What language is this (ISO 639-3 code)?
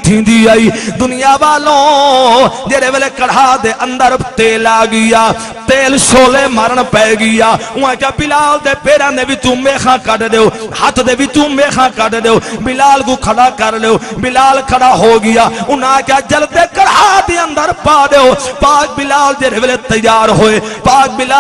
skr